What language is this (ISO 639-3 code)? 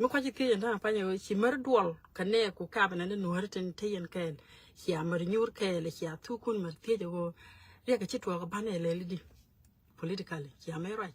nus